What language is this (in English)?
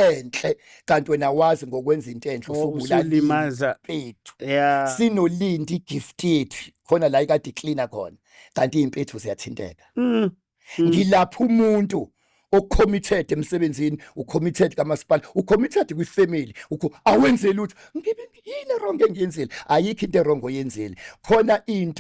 Zulu